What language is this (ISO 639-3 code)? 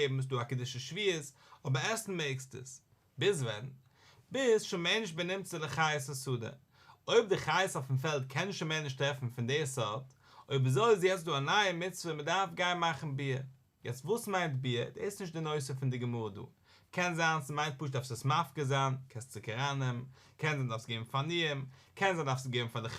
yid